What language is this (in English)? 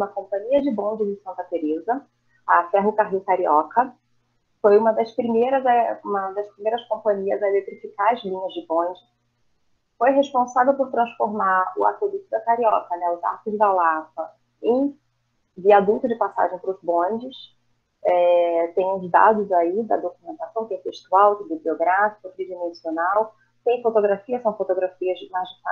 Portuguese